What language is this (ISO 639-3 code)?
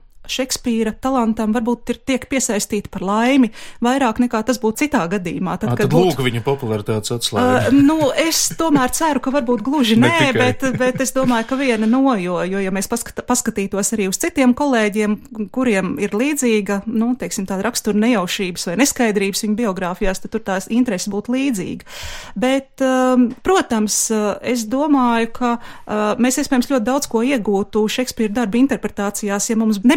lav